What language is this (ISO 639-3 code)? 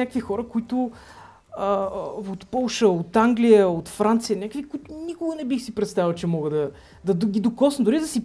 bul